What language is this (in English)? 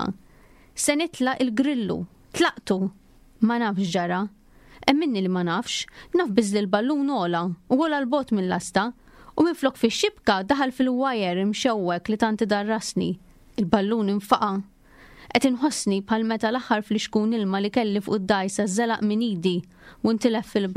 Maltese